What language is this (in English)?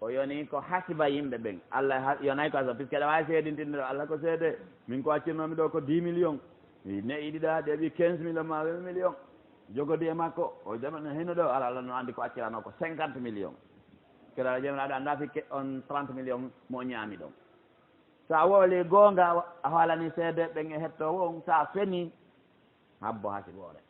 Fula